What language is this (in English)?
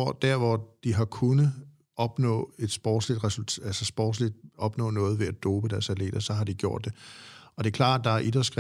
Danish